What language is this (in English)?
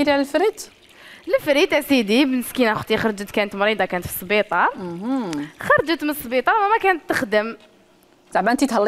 Algerian Arabic